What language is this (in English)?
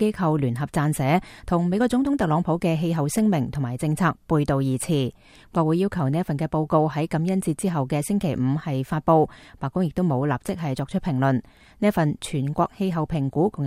Cantonese